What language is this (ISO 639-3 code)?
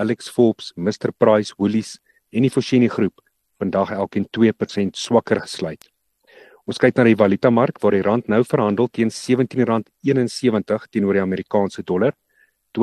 afr